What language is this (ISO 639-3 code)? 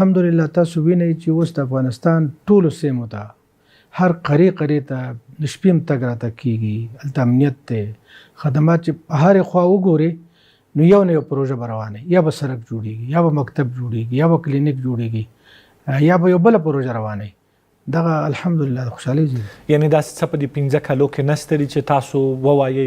pus